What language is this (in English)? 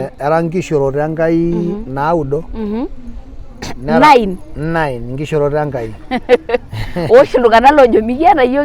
Masai